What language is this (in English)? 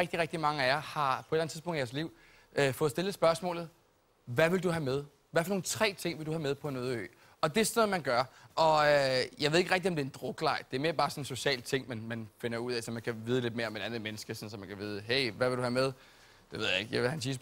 Danish